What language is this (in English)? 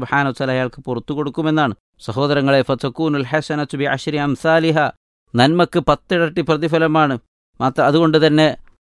Malayalam